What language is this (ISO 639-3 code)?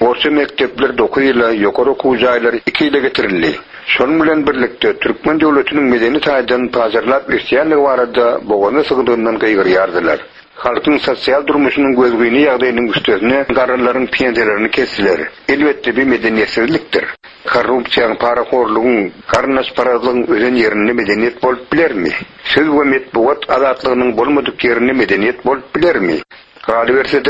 tuk